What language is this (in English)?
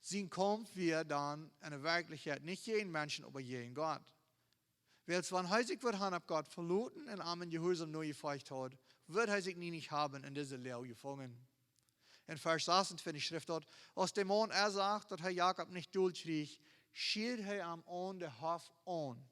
Plautdietsch